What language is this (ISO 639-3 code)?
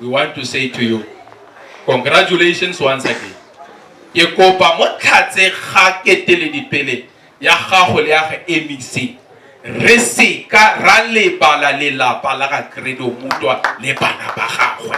tsn